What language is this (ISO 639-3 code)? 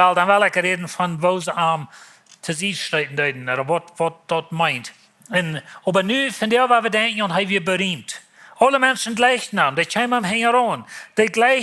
pdt